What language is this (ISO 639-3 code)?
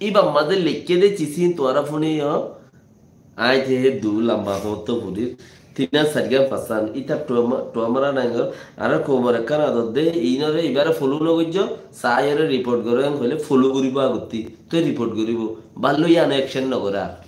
rhg